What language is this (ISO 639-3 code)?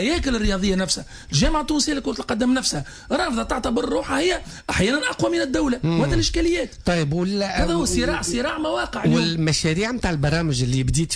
aeb